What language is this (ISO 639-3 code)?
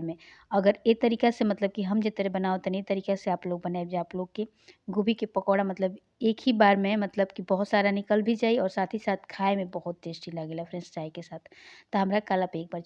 bho